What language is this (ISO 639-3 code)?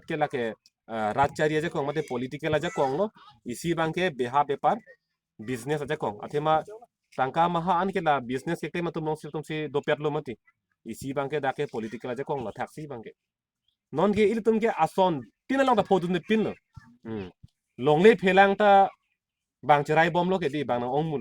mjw